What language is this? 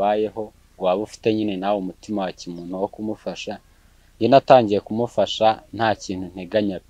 Kinyarwanda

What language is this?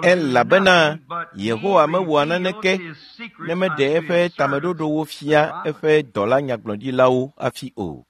Ewe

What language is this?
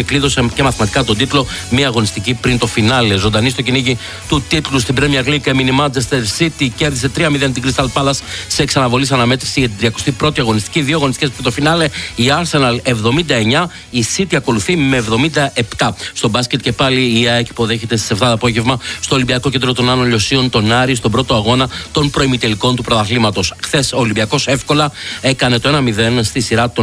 Greek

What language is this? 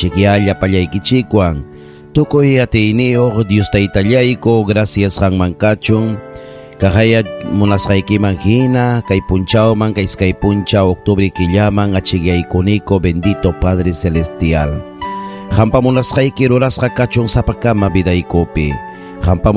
Ayacucho Quechua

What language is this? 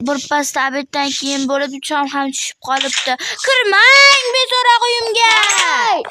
Uzbek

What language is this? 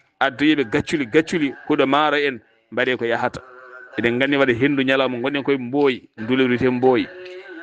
Fula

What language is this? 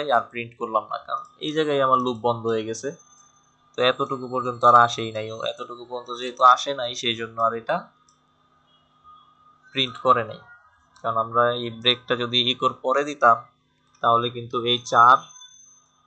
Bangla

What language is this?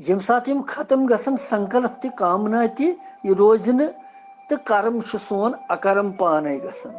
Kashmiri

